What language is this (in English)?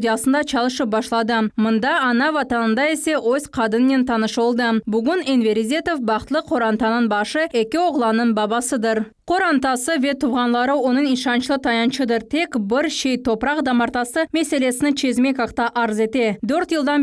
Crimean Tatar